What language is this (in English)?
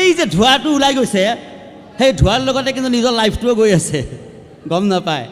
Assamese